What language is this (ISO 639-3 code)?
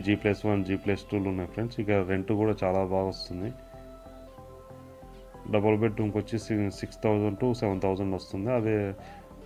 tel